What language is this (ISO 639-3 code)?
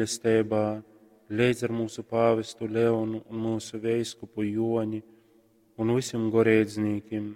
ltg